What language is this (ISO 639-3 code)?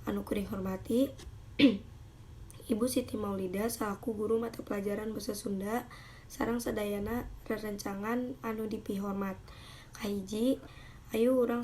sun